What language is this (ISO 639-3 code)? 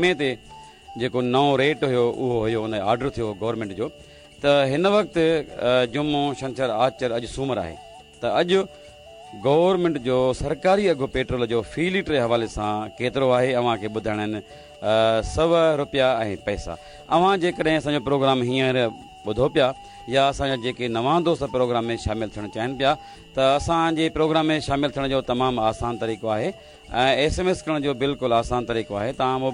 snd